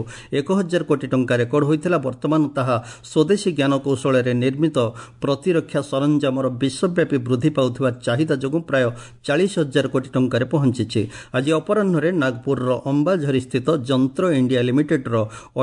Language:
Odia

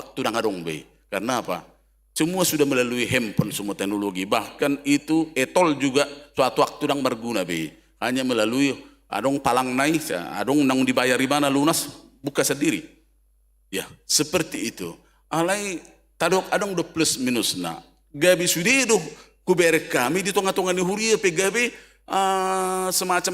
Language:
Batak Toba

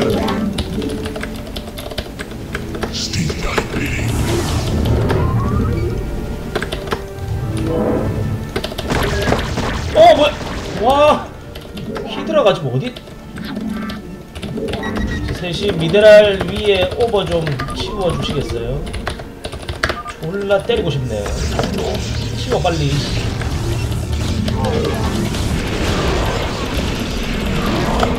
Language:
Korean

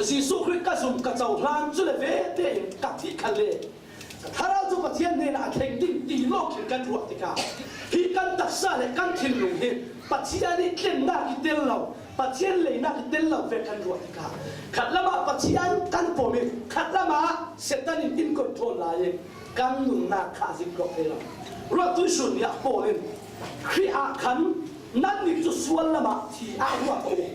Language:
Falam Chin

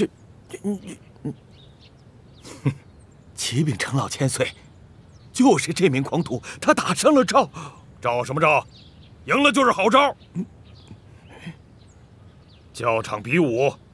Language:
Chinese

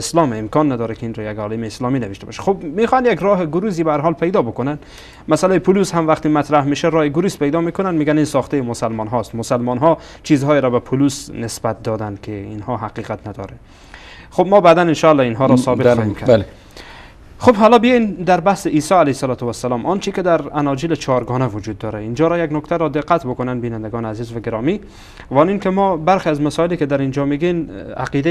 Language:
Persian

